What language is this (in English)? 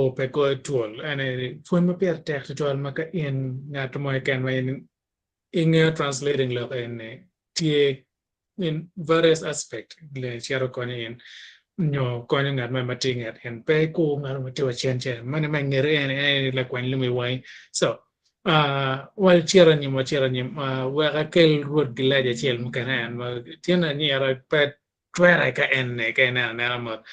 Acoli